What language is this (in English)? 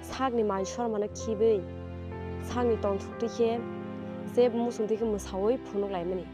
Kok Borok